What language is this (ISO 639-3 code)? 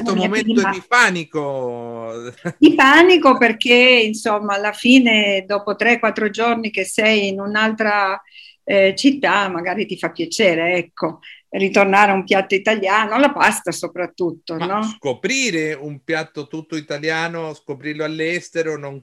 ita